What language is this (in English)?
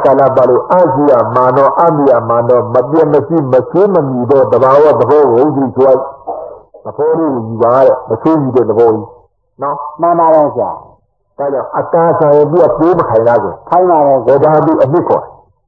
Burmese